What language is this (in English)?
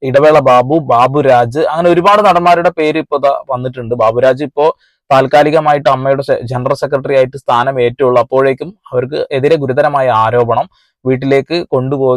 Malayalam